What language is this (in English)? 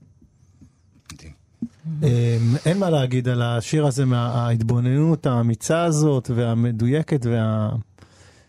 Hebrew